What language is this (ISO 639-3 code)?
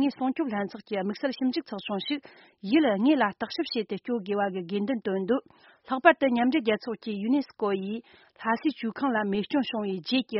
bod